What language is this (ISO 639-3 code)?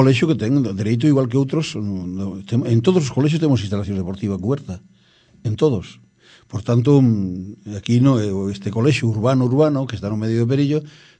glg